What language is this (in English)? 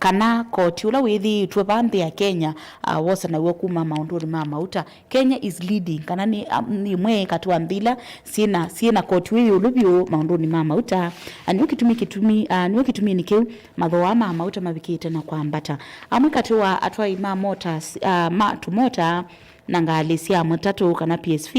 Kamba